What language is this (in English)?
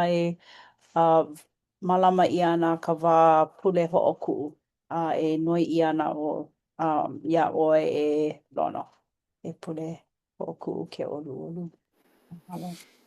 Hawaiian